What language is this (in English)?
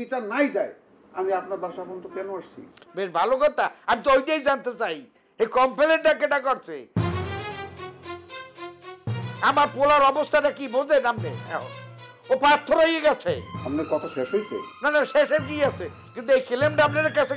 Bangla